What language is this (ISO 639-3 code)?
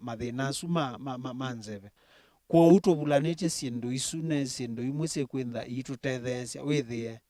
kam